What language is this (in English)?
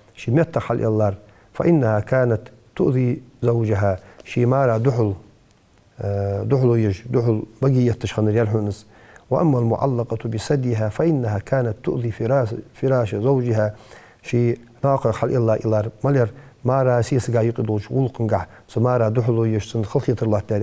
Ingush